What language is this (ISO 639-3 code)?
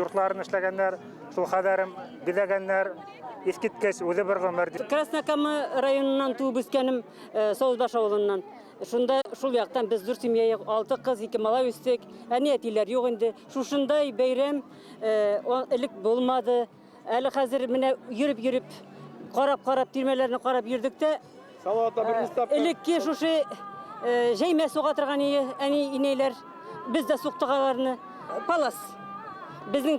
bak